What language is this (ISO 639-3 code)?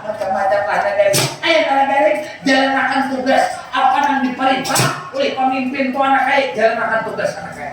bjn